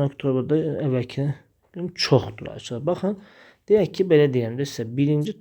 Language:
Azerbaijani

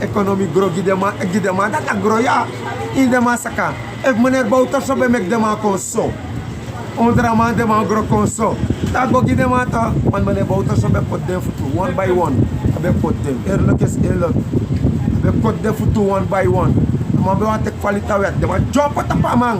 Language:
Sranan Tongo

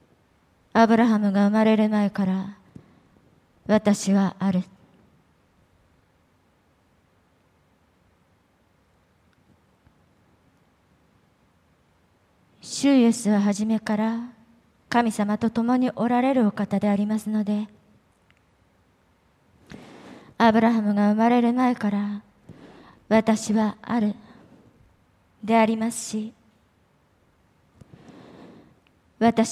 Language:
Japanese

